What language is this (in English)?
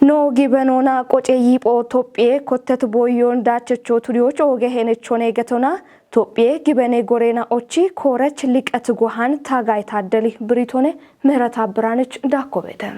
Kafa